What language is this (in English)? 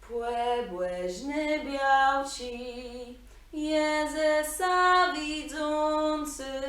Kashubian